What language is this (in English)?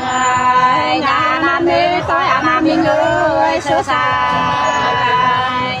Nung (Viet Nam)